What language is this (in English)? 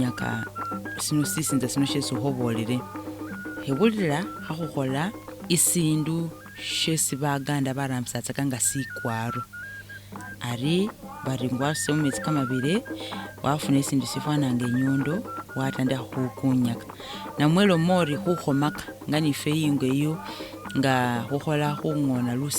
Masaaba